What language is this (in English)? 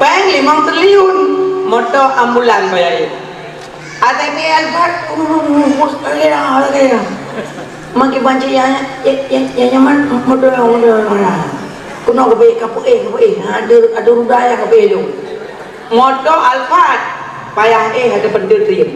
Achinese